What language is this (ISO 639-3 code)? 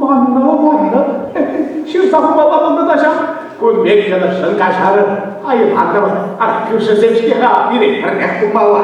chv